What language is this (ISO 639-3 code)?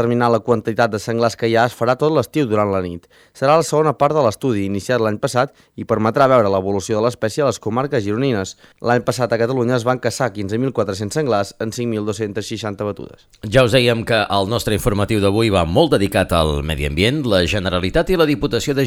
cat